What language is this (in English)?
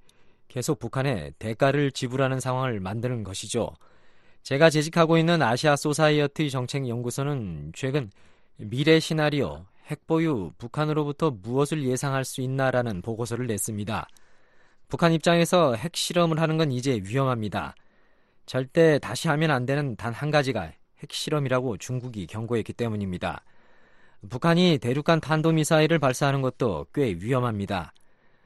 Korean